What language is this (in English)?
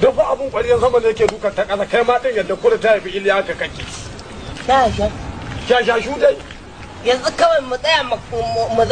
Hausa